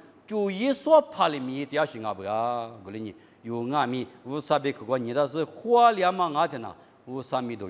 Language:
Lisu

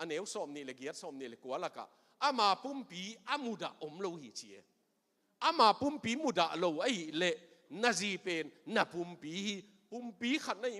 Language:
Tedim Chin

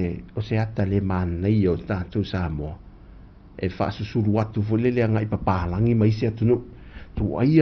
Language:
Samoan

